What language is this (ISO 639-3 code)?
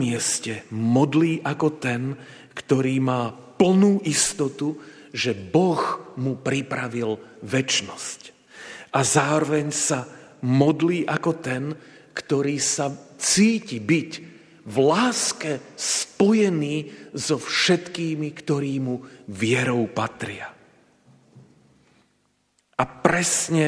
slk